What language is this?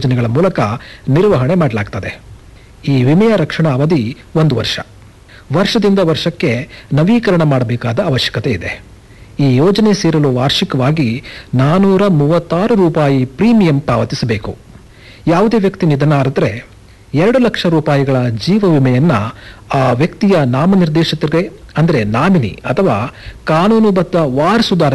Kannada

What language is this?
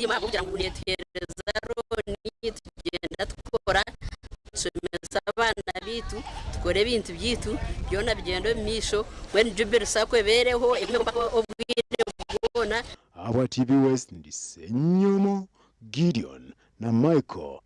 Nyankole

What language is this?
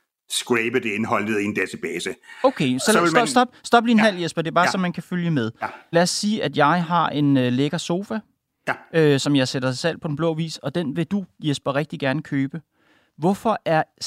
Danish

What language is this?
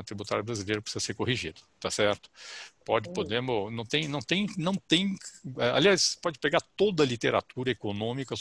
Portuguese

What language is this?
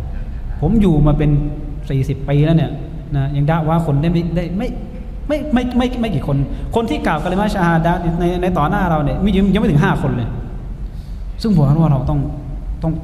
Thai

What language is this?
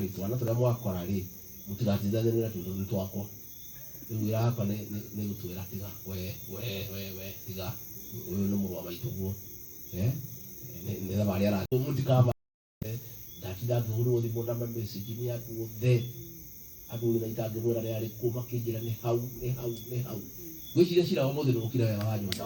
Kikuyu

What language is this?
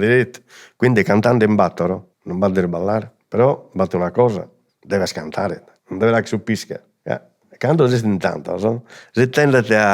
Sardinian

